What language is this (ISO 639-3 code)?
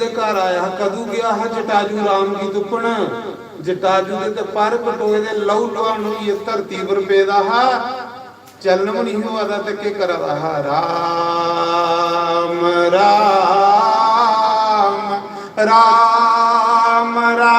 doi